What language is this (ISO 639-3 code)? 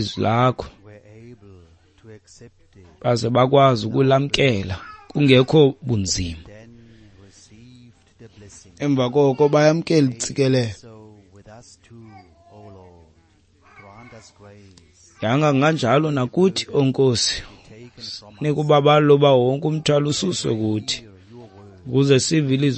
xho